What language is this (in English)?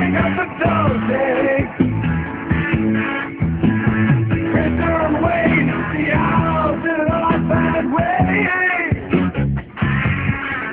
Bangla